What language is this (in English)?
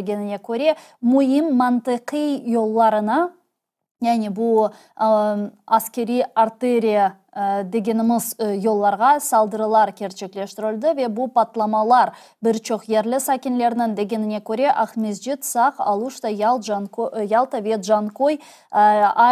Crimean Tatar